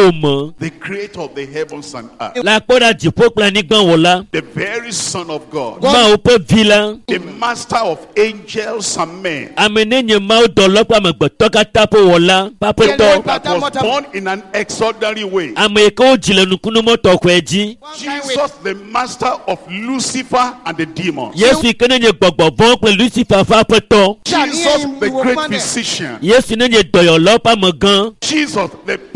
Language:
Ewe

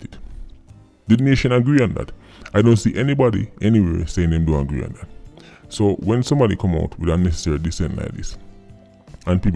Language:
Jamaican Creole English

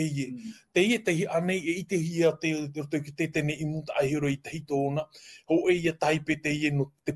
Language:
Tahitian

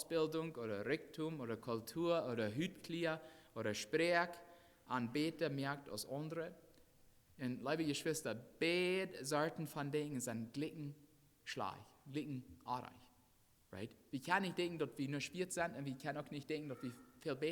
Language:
Plautdietsch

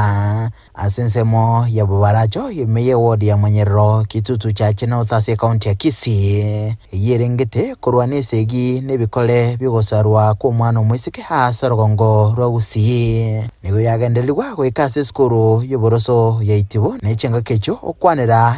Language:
Gusii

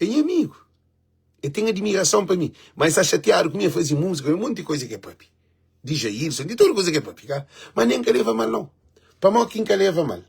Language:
Kabuverdianu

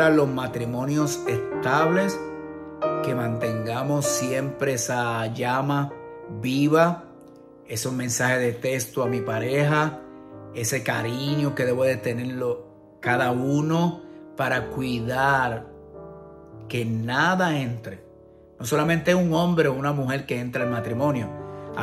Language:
Spanish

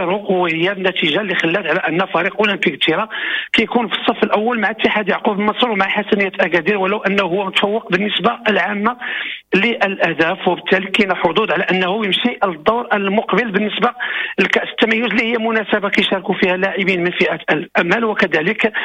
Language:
Moroccan Arabic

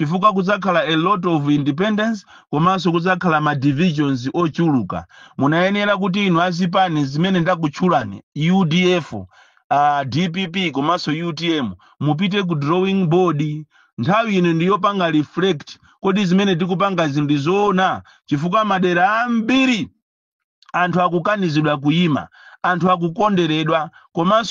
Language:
Nyanja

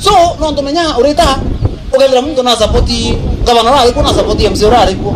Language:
Meru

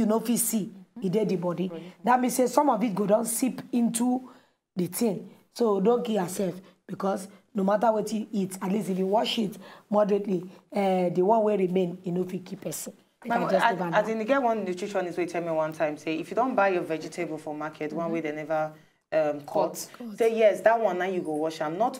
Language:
Nigerian Pidgin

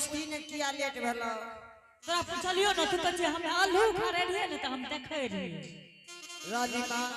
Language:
Angika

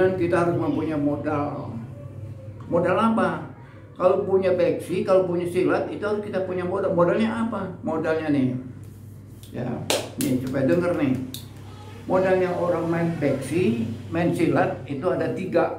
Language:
Betawi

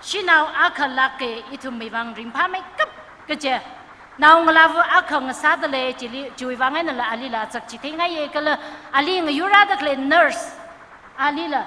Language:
Tangkhul Naga (India)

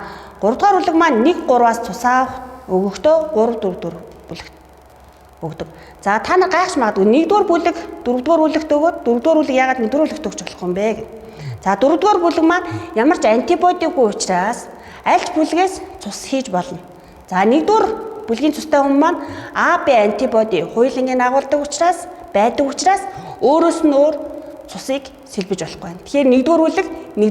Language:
Mongolian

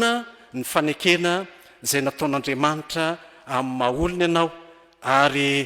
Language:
Malagasy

